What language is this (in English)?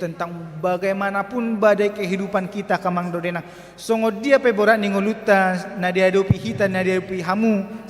Batak Toba